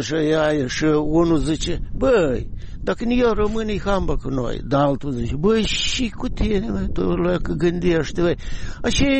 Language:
Romanian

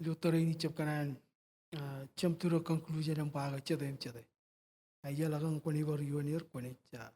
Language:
Marshallese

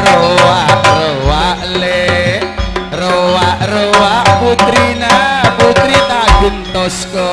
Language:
Madurese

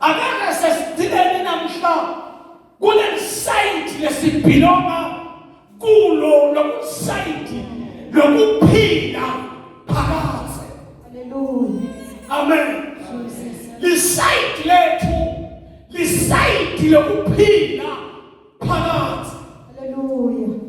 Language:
Zulu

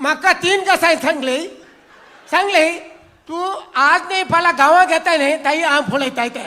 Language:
Konkani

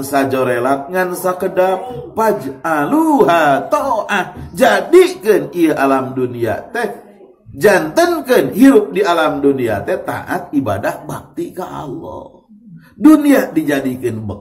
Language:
Sundanese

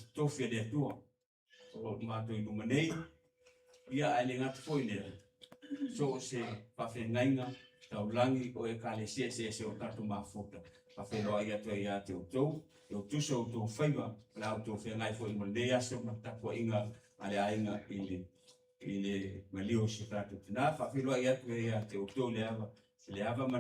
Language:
Samoan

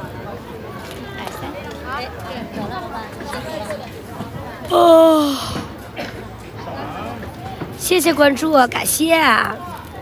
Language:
Chinese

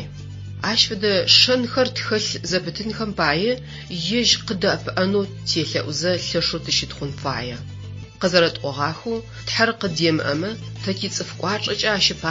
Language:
Adyghe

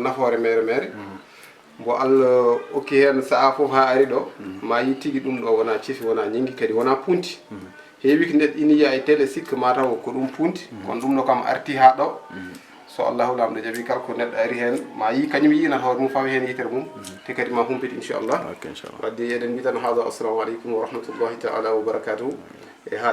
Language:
Fula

